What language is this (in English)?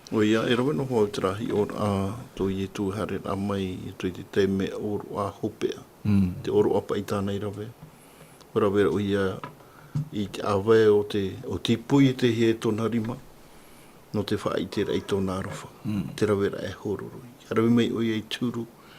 Tahitian